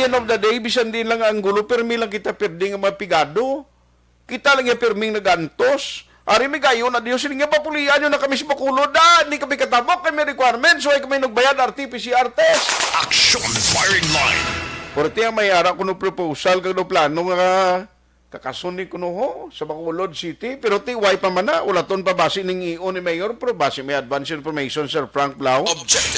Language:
Hiligaynon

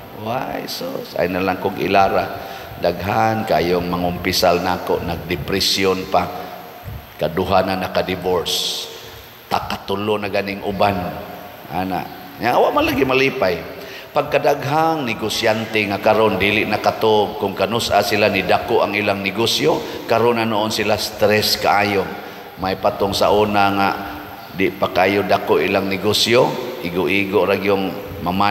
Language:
Cebuano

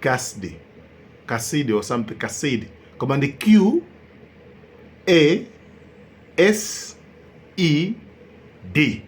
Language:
Nyanja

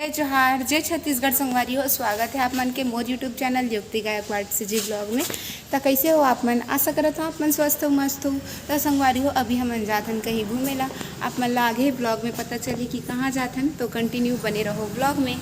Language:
Chhattisgarhi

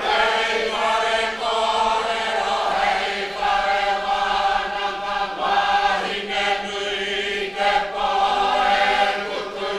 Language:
Māori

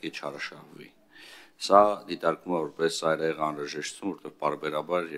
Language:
Armenian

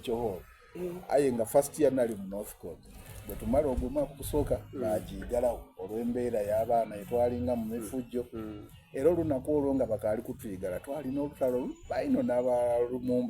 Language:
Soga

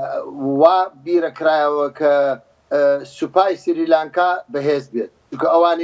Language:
Central Kurdish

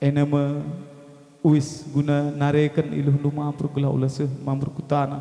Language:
Batak Karo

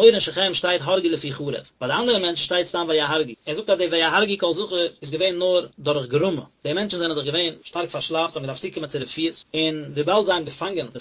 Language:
Yiddish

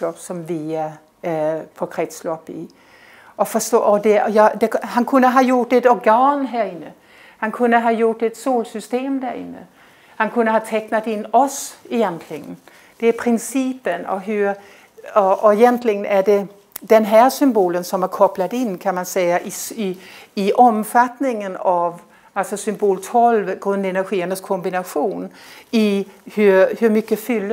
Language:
Swedish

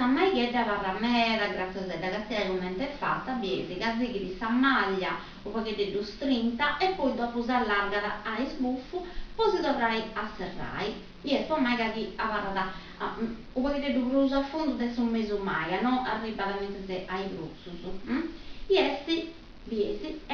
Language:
Sardinian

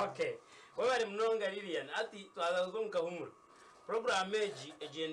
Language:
Nyankole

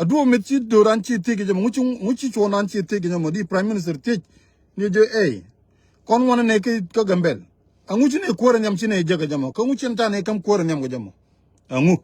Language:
Nuer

